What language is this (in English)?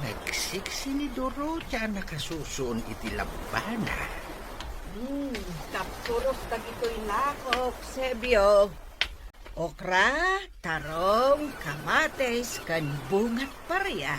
Iloko